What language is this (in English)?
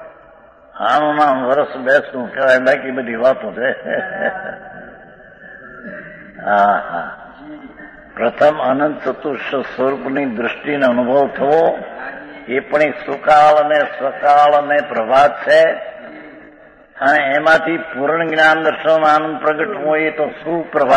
Gujarati